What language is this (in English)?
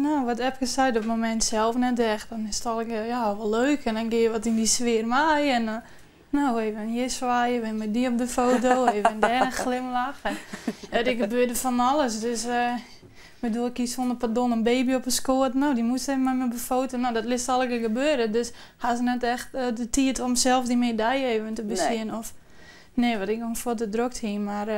Western Frisian